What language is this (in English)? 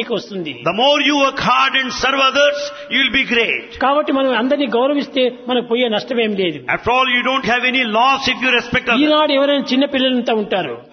Telugu